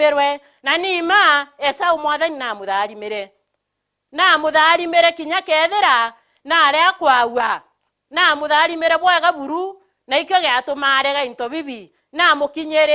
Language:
Meru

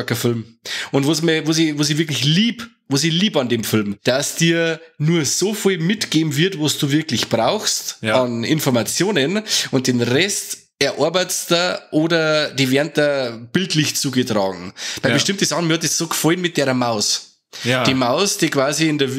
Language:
Bavarian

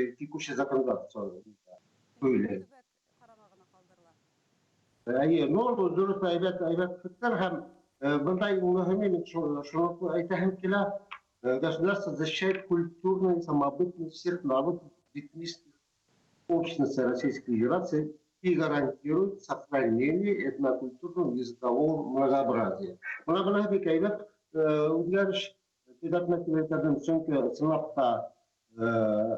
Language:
Bashkir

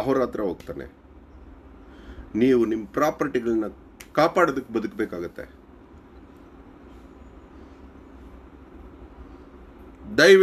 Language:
Kannada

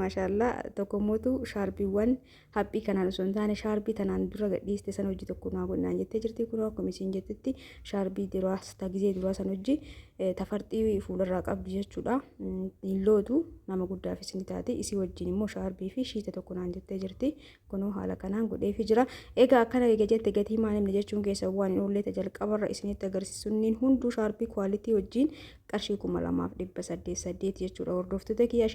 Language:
Oromo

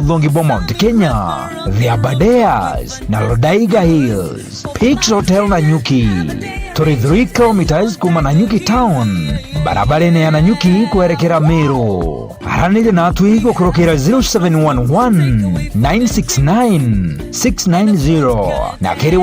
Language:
Meru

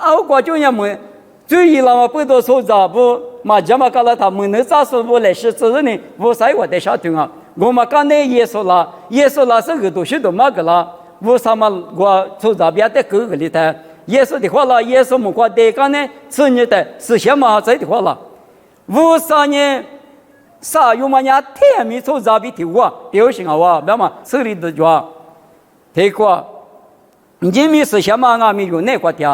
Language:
Lisu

